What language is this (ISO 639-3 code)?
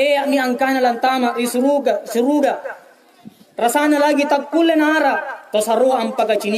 mak